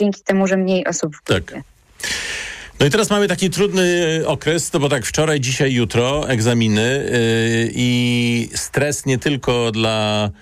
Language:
Polish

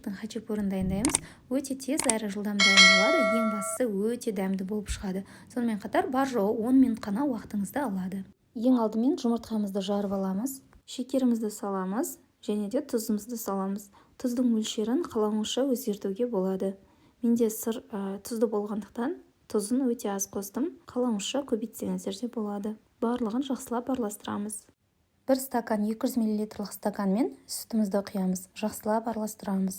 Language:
Kazakh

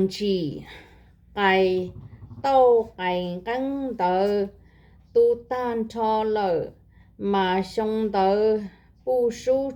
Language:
Hmong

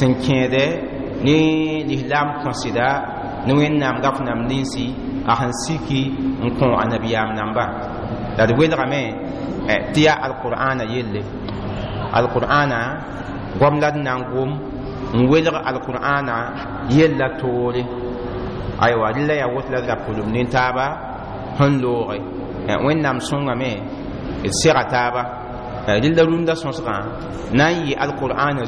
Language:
Mossi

